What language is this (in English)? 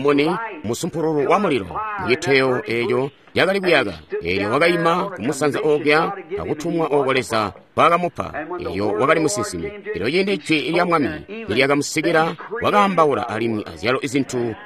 Tonga (Zambia)